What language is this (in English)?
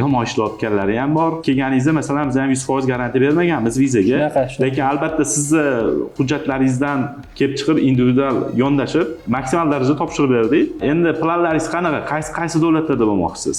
Uzbek